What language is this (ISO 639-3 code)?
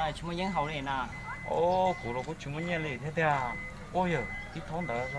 hmn